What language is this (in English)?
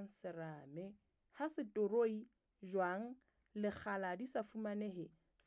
Southern Sotho